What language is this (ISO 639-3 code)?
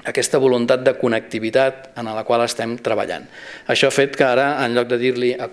cat